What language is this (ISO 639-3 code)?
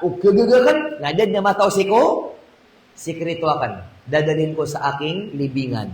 mrw